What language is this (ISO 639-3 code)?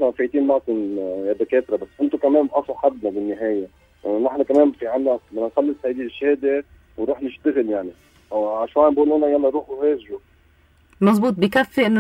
apc